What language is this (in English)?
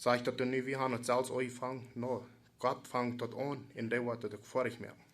Plautdietsch